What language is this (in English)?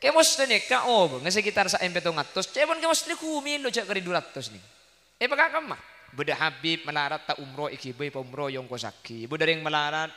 Madurese